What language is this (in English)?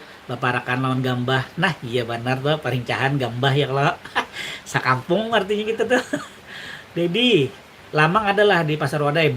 Banjar